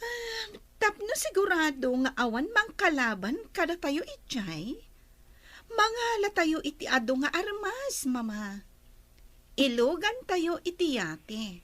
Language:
Iloko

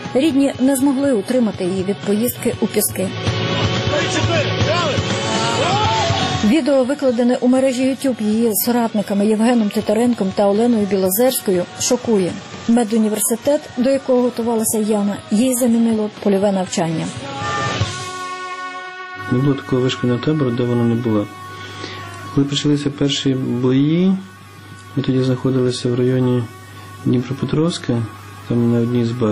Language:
Ukrainian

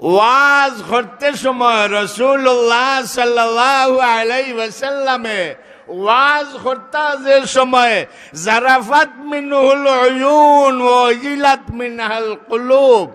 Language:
Sylheti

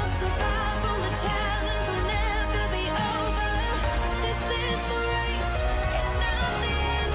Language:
Kara-Kalpak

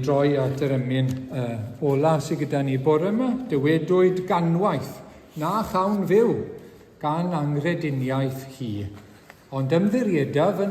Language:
Welsh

